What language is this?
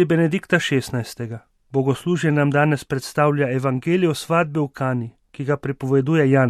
Slovenian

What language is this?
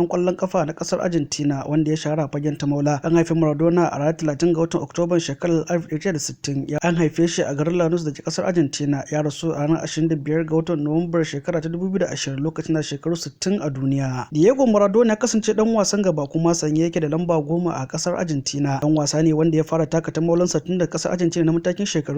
Hausa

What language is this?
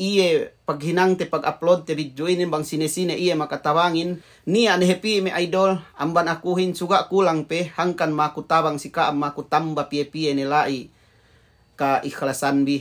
Yakan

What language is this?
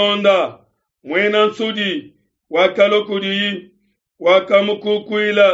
Luba-Lulua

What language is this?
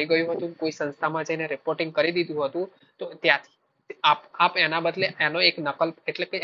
Gujarati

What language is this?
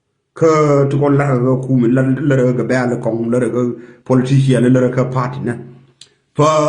Nuer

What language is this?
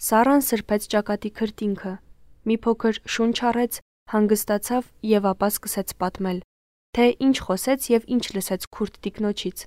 Armenian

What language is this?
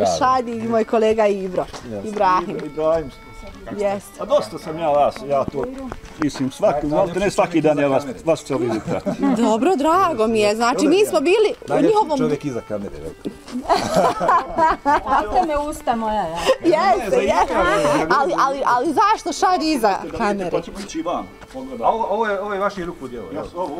Bosnian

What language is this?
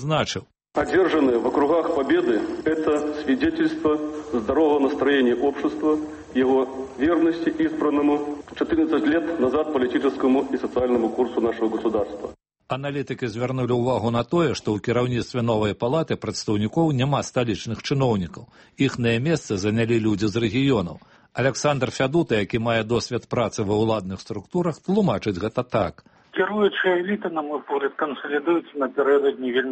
Belarusian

